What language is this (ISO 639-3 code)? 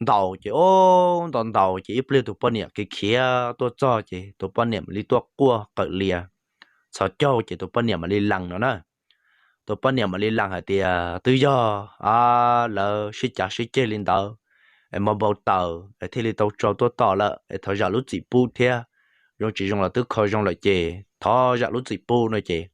hmn